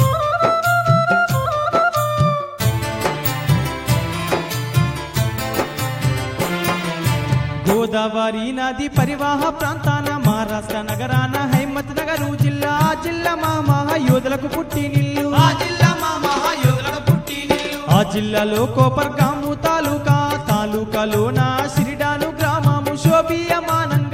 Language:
Telugu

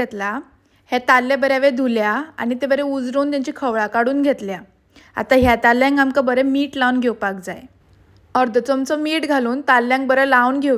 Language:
Konkani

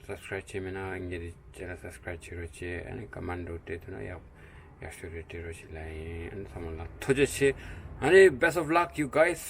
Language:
Tibetan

